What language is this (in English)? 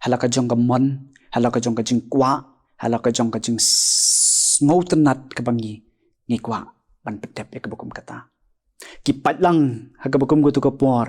Khasi